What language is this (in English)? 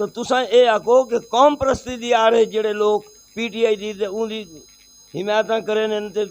Saraiki